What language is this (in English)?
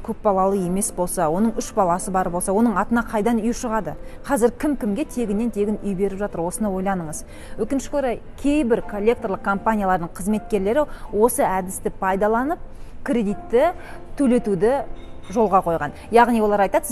Kazakh